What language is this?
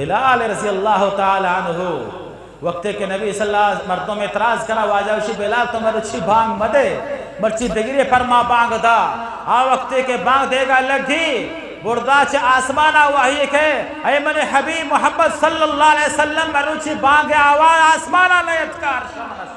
Eastern Balochi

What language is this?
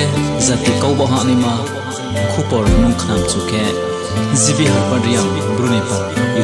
Riang (India)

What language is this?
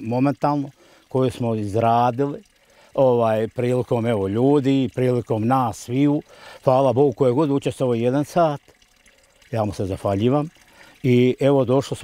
Bosnian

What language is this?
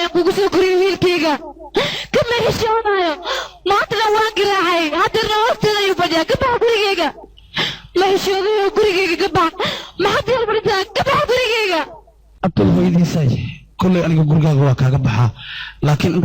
Somali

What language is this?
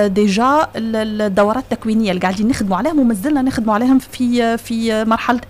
Tunisian Arabic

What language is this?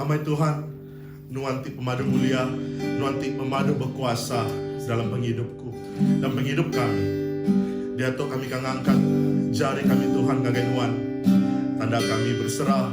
Iban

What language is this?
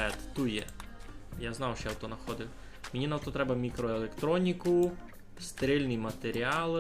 Rusyn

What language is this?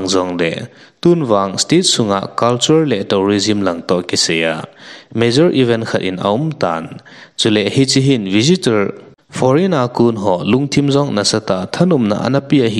Thado Chin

